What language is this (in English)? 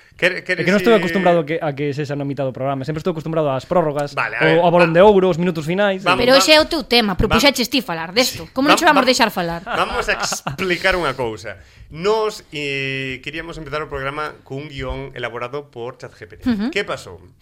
Galician